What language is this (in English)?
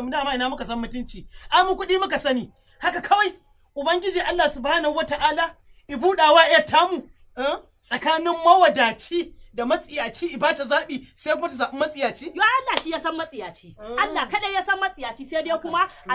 Hausa